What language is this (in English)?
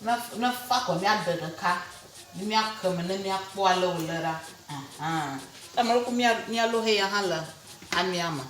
Ewe